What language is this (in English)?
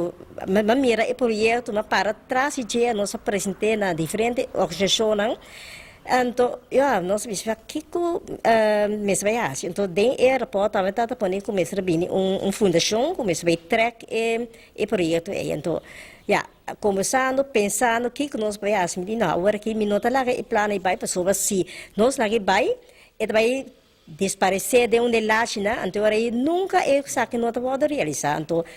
Papiamento